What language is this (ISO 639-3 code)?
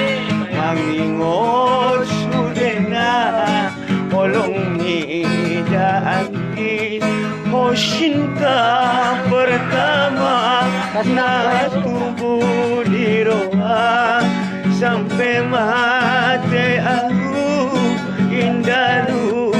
akb